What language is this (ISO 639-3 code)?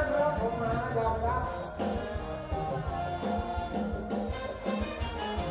tha